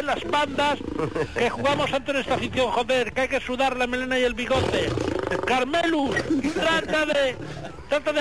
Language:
Spanish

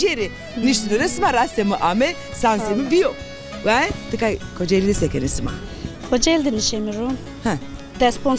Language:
Zaza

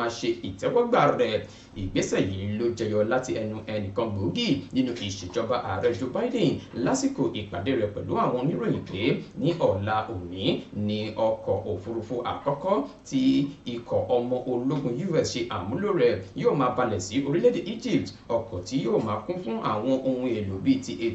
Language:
Yoruba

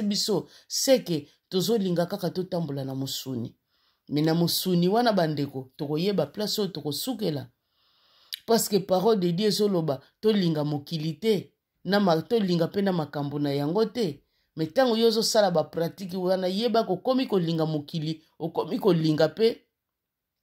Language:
Lingala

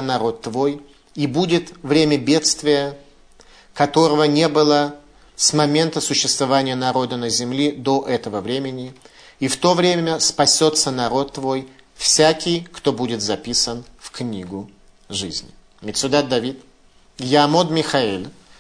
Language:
Russian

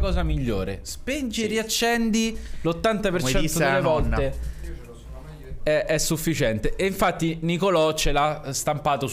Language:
Italian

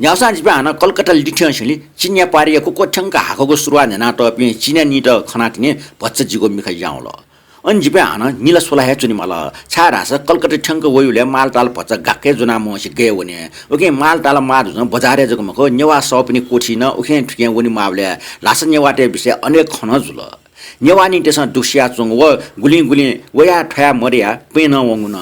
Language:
Newari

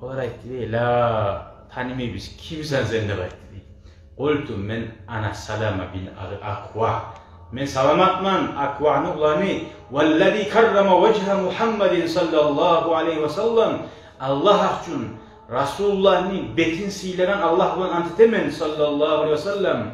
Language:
Kumyk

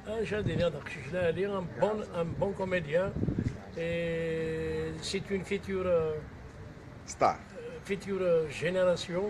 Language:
Kabyle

